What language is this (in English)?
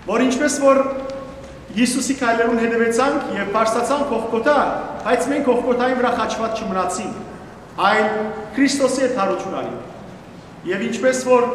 Western Armenian